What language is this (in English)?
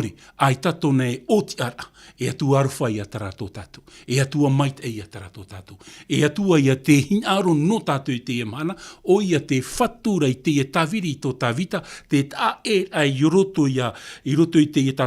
Tahitian